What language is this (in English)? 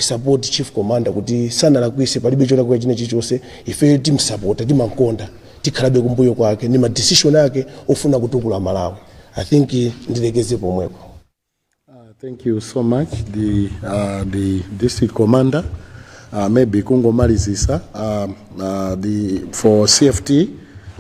Nyanja